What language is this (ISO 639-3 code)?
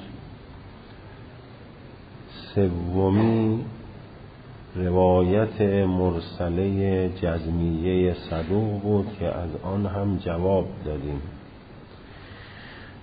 fas